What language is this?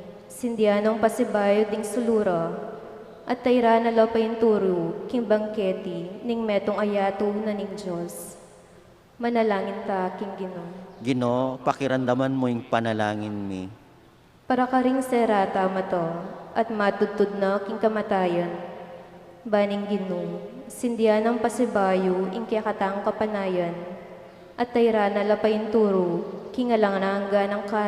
Pampanga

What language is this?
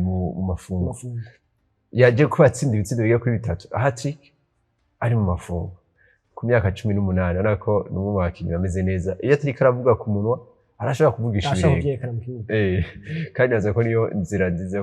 Rundi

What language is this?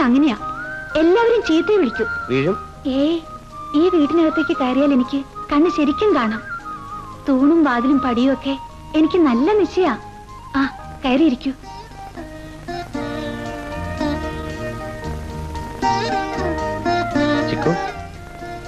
Malayalam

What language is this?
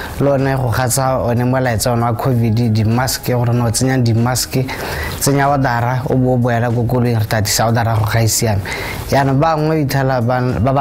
Tswana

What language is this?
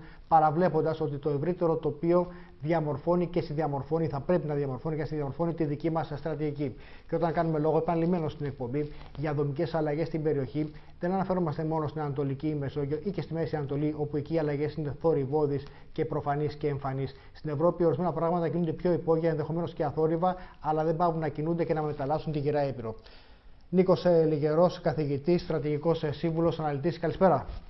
Greek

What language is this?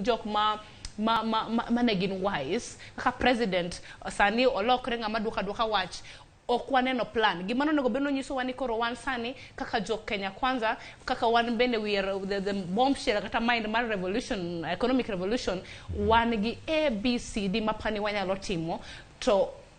Luo (Kenya and Tanzania)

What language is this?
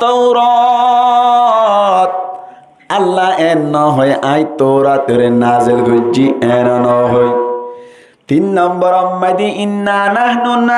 Rohingya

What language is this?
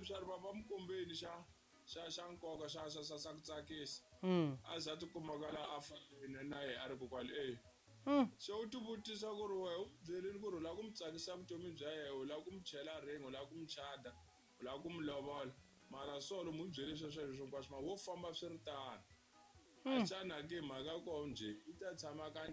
Tsonga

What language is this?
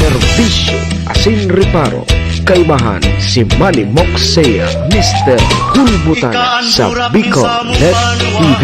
Bikol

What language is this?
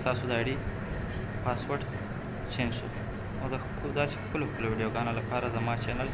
Pashto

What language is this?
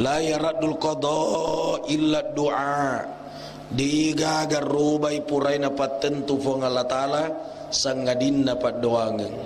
Buginese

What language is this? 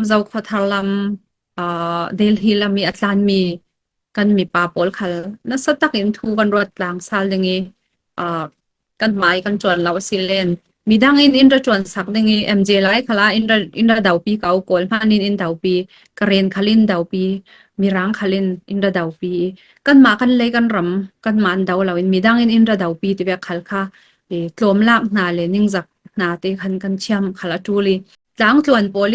Falam Chin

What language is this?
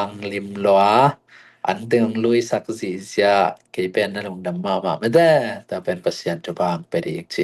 Tedim Chin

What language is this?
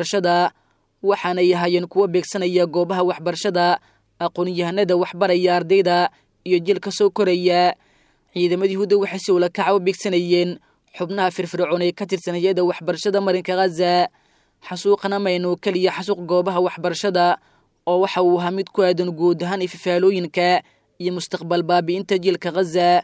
Somali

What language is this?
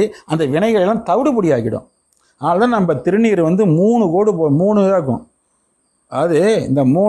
Tamil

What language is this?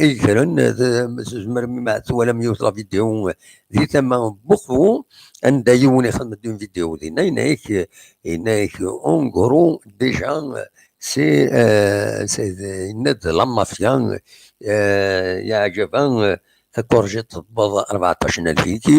Kabyle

